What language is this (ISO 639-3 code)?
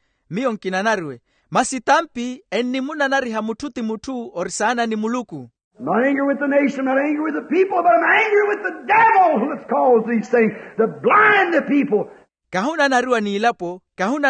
vmw